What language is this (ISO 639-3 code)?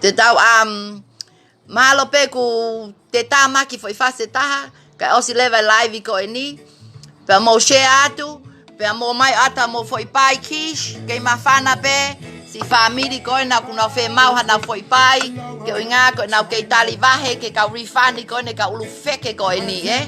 ton